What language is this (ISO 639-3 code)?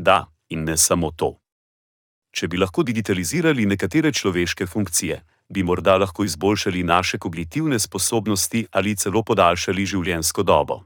slv